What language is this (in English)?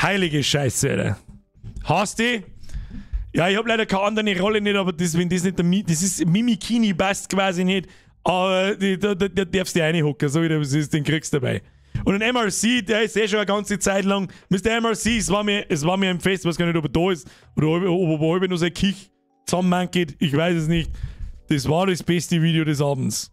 Bavarian